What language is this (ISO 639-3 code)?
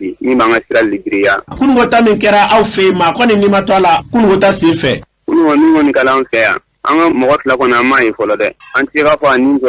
bam